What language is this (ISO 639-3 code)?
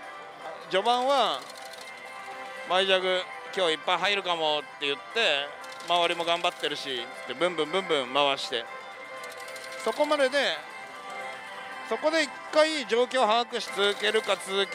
jpn